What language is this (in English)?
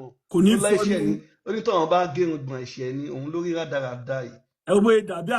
Yoruba